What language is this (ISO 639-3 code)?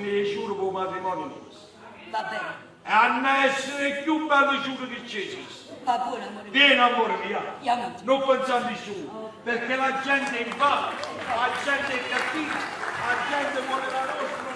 nap